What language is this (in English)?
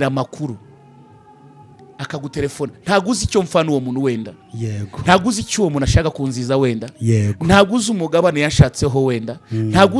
Kinyarwanda